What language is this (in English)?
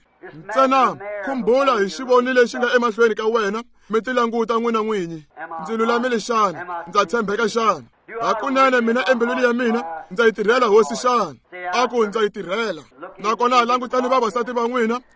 Tsonga